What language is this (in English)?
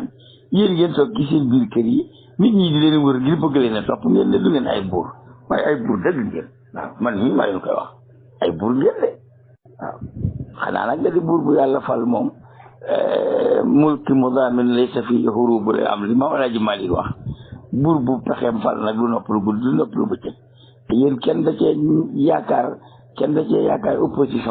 Wolof